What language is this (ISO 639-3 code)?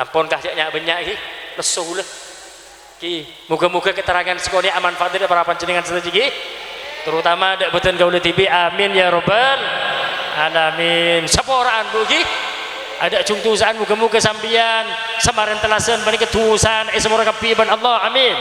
mad